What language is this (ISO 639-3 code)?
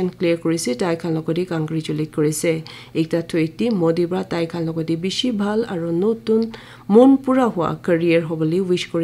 nag